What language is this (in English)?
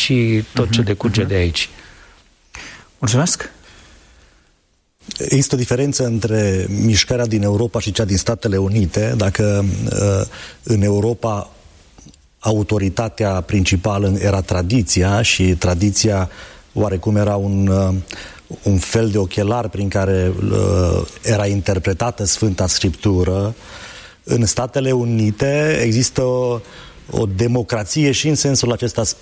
Romanian